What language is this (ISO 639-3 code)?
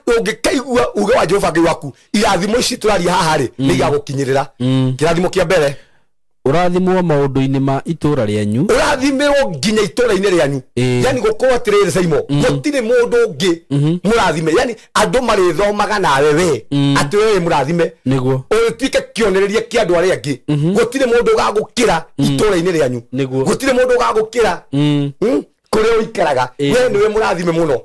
kik